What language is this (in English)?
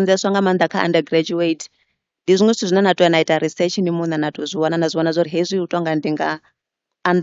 Venda